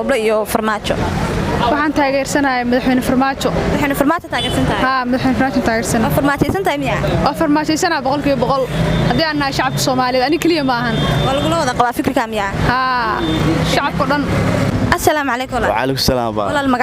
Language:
Somali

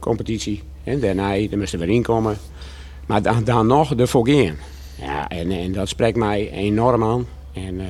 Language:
Western Frisian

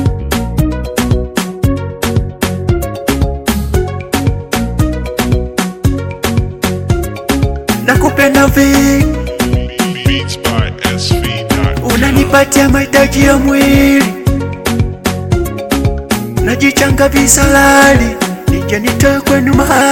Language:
Swahili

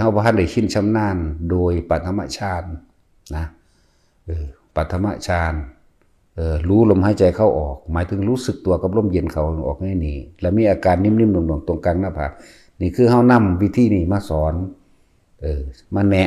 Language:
Lao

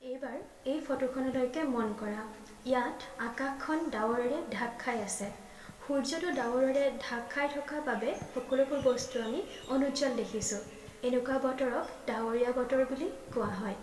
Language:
Assamese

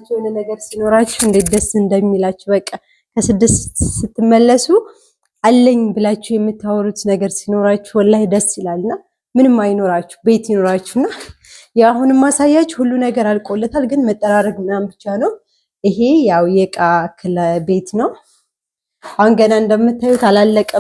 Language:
Amharic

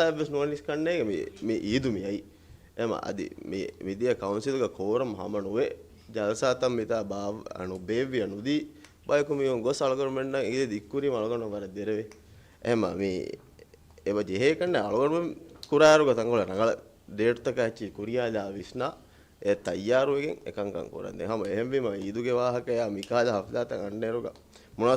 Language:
Divehi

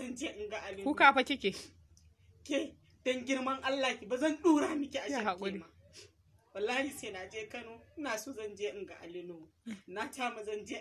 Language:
Hausa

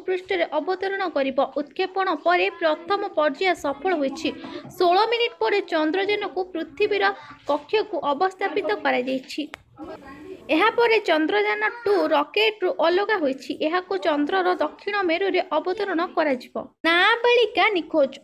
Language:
Odia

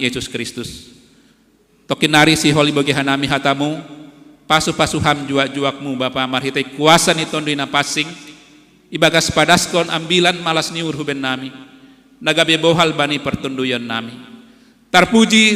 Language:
Batak Simalungun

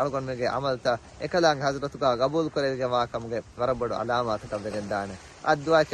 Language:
Divehi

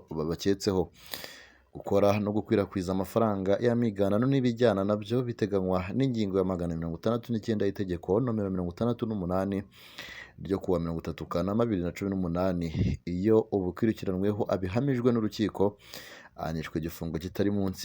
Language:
Kinyarwanda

